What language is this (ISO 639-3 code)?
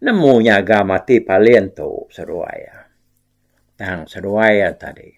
iba